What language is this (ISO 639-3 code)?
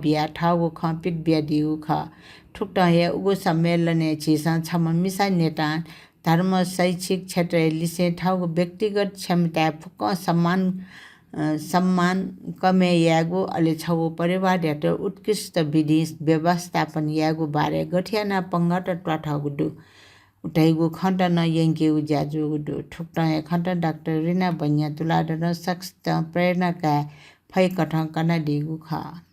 new